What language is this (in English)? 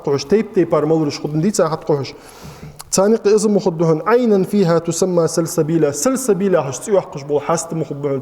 Ingush